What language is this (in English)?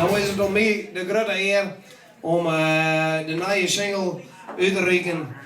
Western Frisian